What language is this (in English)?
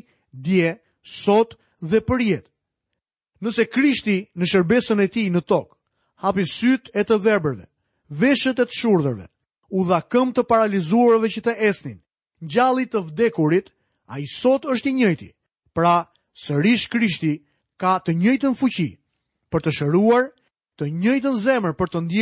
Albanian